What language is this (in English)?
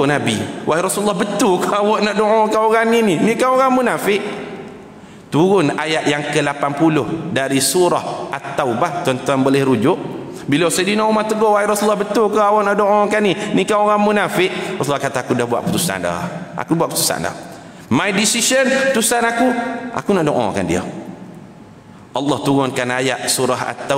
Malay